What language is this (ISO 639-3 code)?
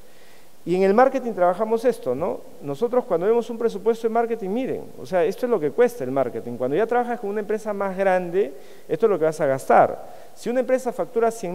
spa